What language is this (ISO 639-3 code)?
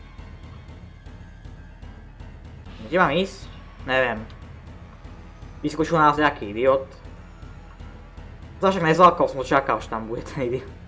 slk